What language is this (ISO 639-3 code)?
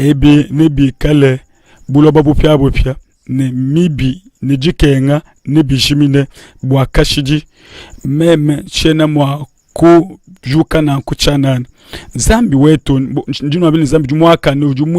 lua